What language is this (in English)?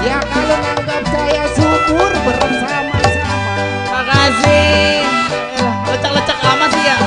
Betawi